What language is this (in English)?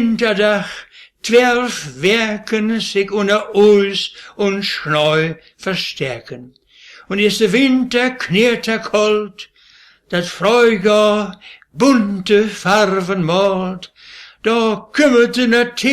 Westphalien